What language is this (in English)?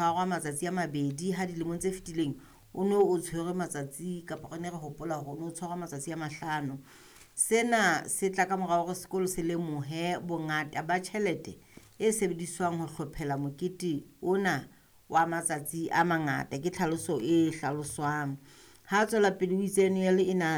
Southern Sotho